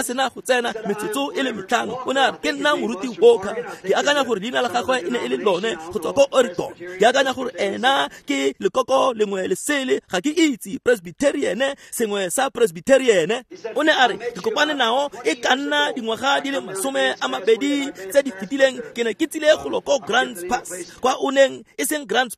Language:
Tswana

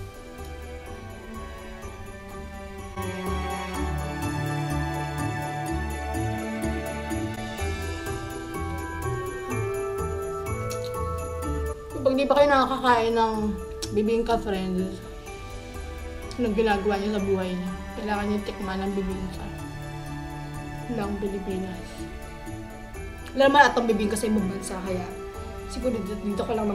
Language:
Filipino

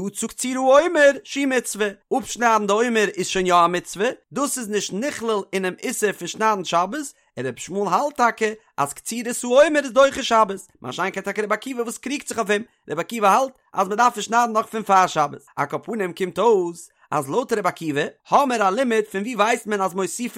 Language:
Yiddish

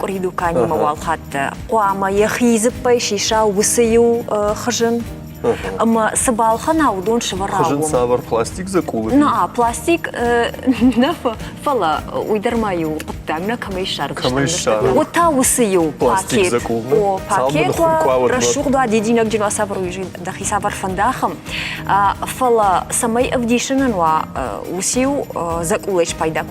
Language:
Ossetic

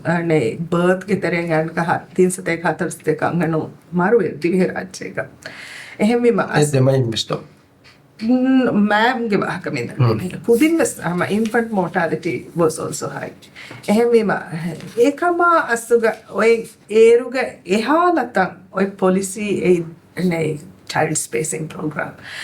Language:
Divehi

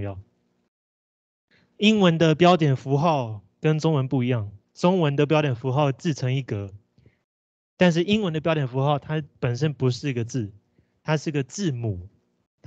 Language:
Chinese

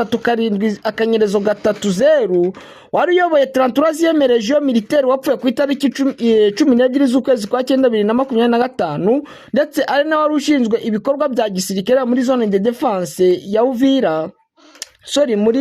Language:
Kinyarwanda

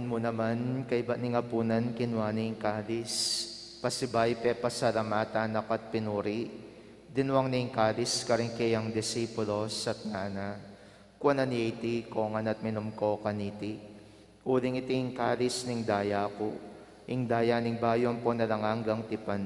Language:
Pampanga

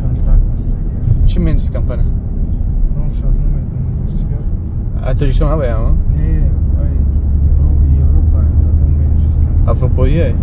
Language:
Tajik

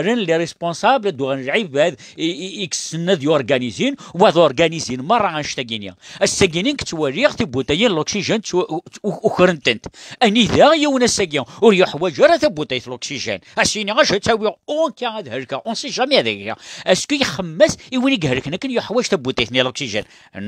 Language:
Kabyle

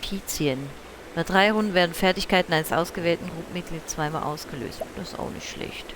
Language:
Swiss German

